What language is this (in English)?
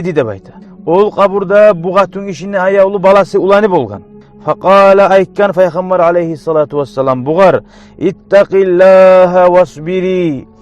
Kumyk